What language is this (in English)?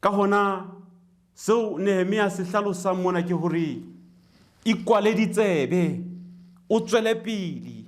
Southern Sotho